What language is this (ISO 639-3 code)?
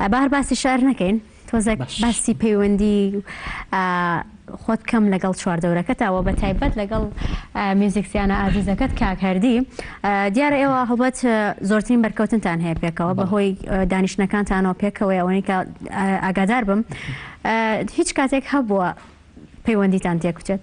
ckb